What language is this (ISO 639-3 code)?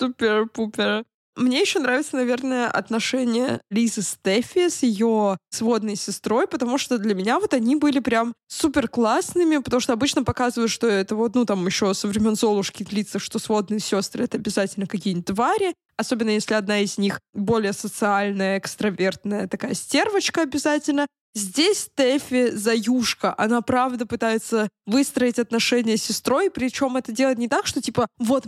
rus